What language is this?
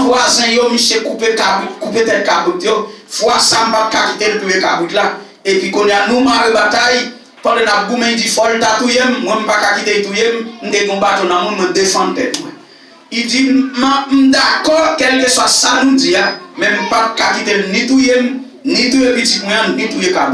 Haitian Creole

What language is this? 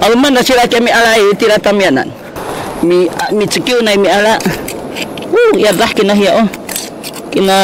Sakizaya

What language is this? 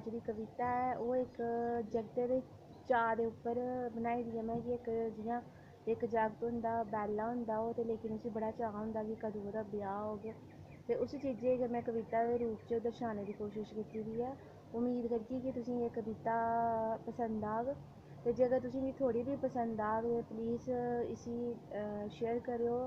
Dogri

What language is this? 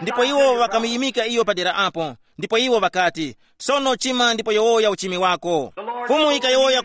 Tumbuka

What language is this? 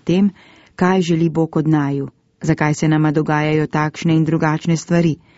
Slovenian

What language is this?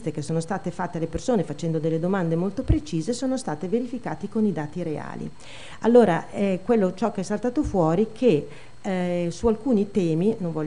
Italian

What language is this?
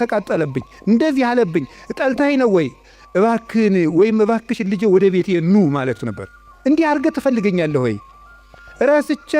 Amharic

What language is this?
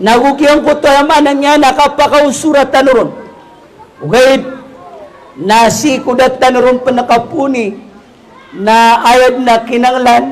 Maranao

